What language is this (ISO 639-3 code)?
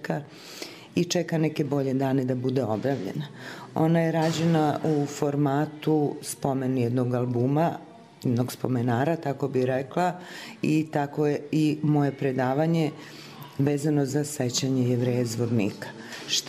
srp